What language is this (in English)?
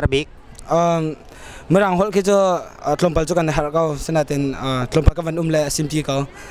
Hakha Chin